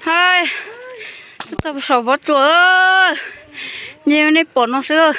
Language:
Hmong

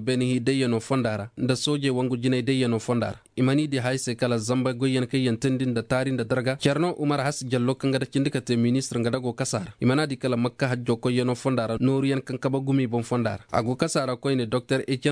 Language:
Koyraboro Senni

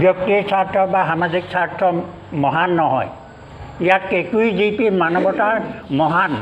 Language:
Assamese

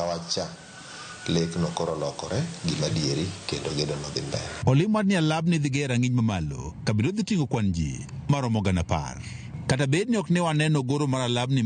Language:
Luo (Kenya and Tanzania)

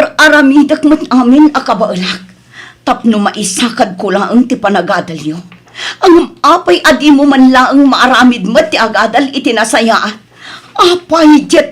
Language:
Iloko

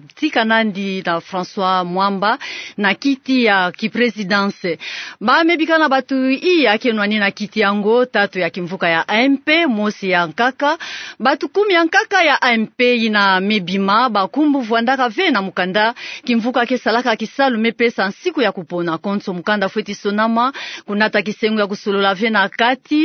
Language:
Kituba (Democratic Republic of Congo)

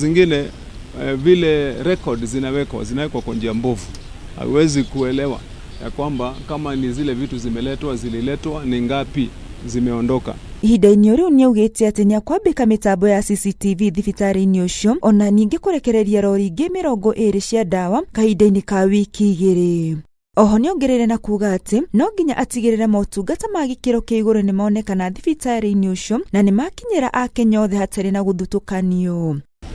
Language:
Kikuyu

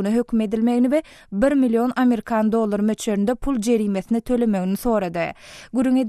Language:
Turkmen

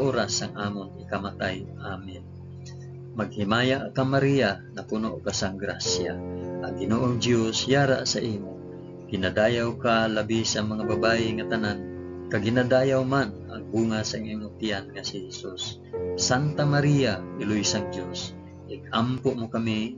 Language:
Hiligaynon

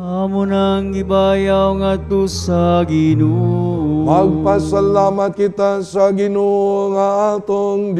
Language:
Cebuano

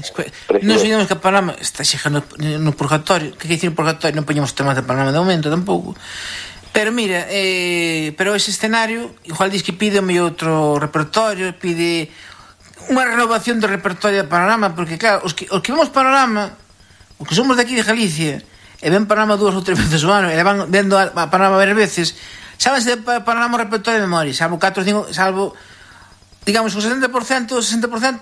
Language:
Galician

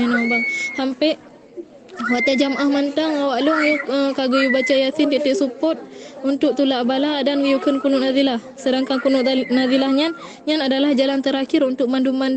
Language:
Achinese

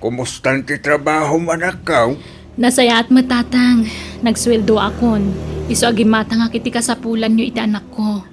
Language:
Iloko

